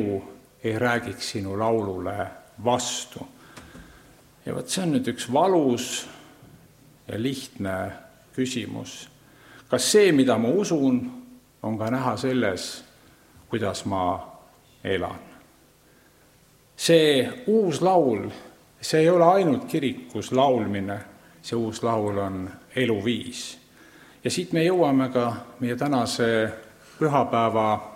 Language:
Estonian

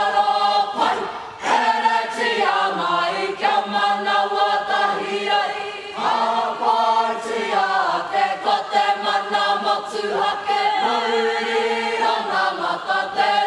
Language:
Māori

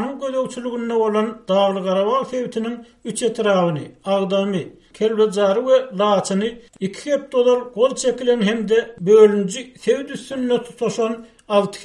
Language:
Turkmen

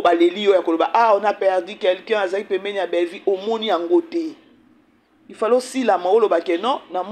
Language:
Lingala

